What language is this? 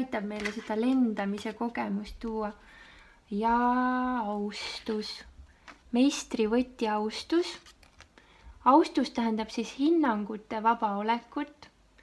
Estonian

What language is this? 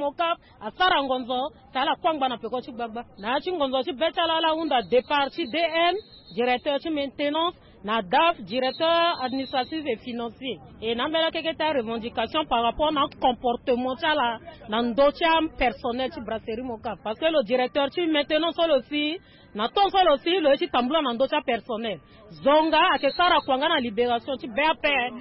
Sango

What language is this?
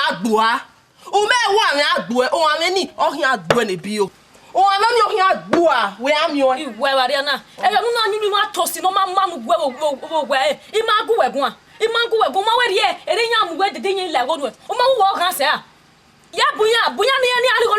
Bini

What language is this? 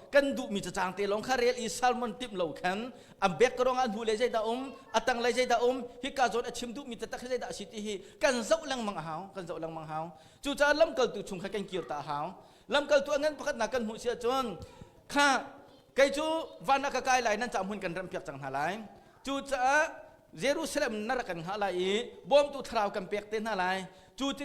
Hakha Chin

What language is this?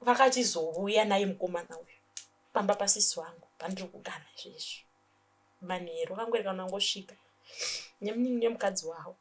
Shona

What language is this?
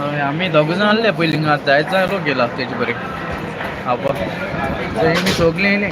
Konkani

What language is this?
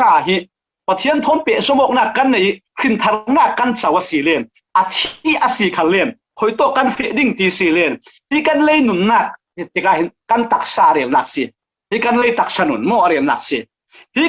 Falam Chin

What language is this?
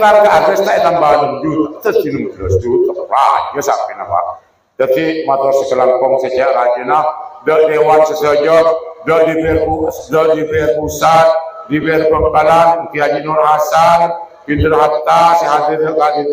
Madurese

